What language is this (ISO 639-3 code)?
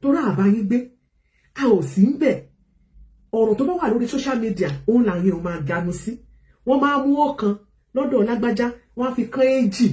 yor